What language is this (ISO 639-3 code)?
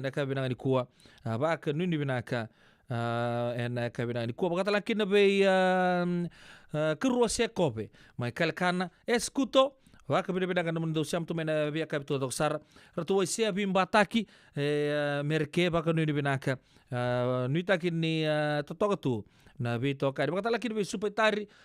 fij